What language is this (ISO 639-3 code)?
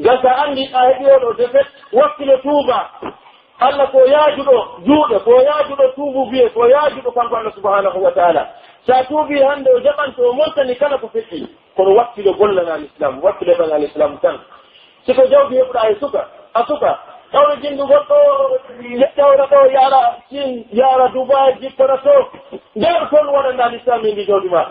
fuf